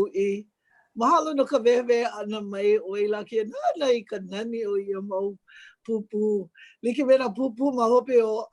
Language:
Hawaiian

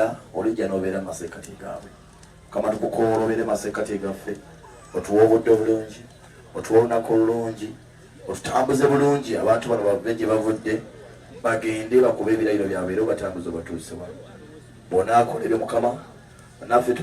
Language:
Ganda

